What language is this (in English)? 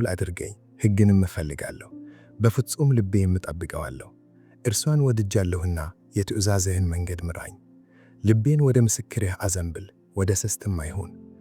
Amharic